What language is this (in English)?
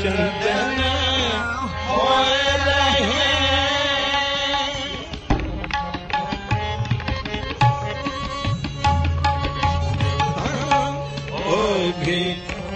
Hindi